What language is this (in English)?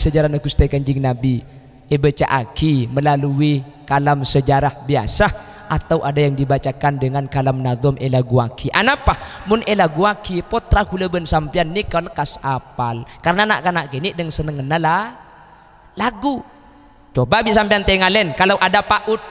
Madurese